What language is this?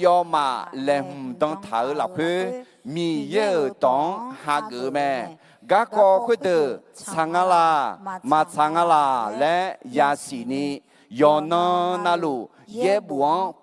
Akha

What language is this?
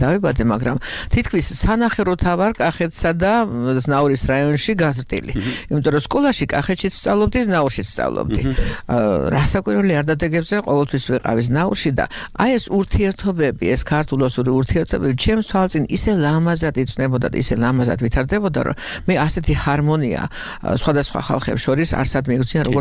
Georgian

